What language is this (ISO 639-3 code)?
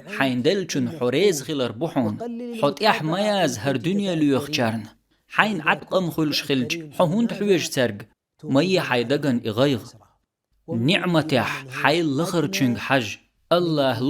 che